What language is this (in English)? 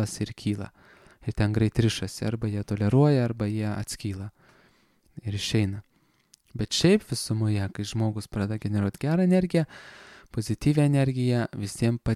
Lithuanian